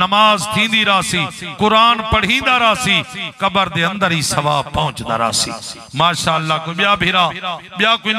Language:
Saraiki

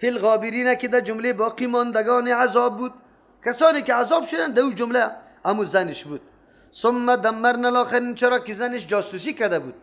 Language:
Persian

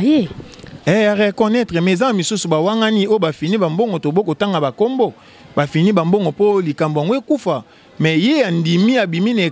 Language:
Lingala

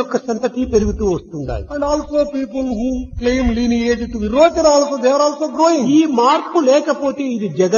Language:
Telugu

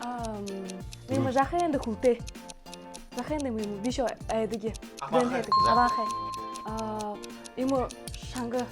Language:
Buriat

